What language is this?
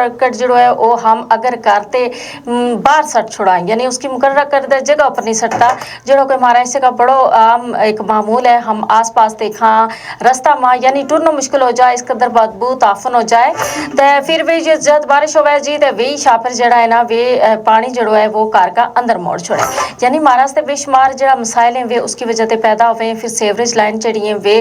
Gujari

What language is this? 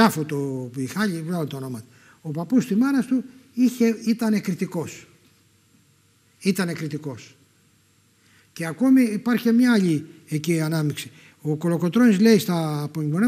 Greek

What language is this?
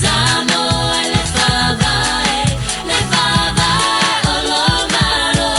Samoan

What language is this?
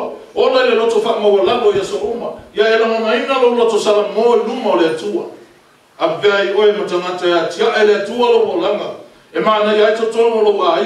Samoan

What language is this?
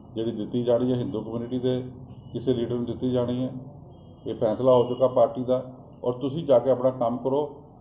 Punjabi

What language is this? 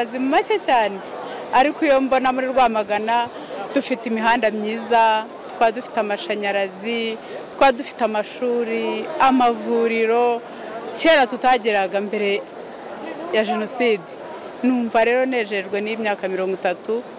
Kinyarwanda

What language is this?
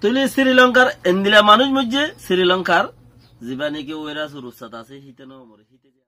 Rohingya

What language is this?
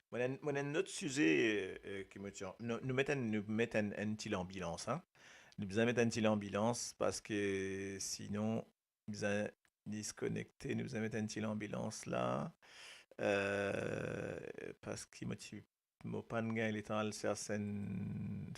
Morisyen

